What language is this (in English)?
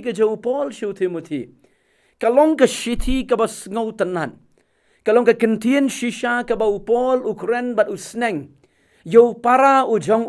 Khasi